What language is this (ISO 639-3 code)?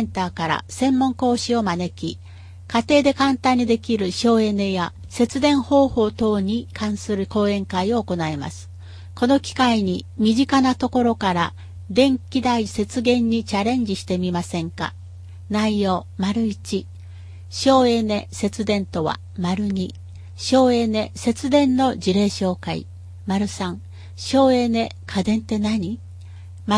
jpn